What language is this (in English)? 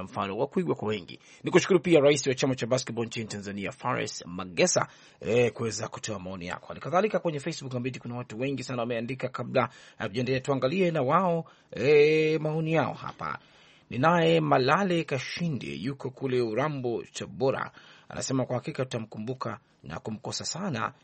Swahili